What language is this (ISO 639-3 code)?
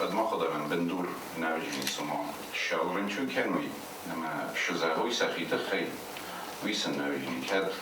oss